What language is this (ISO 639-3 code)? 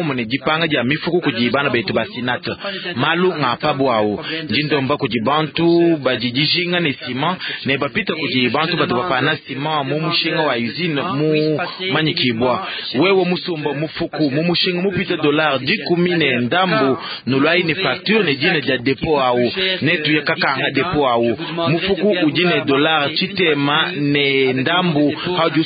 lua